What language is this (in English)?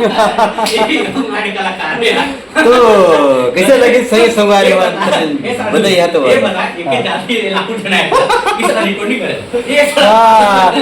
Chhattisgarhi